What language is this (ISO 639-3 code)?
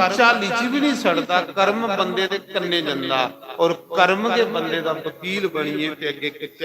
doi